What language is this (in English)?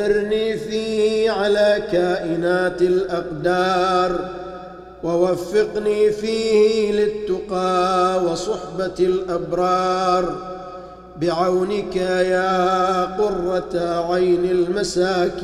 Arabic